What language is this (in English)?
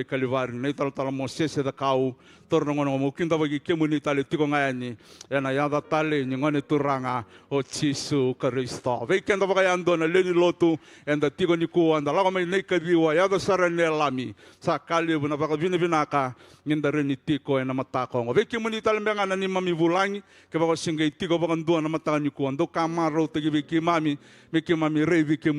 Fijian